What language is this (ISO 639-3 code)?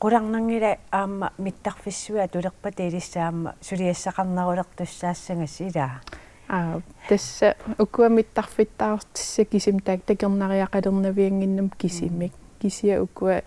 kal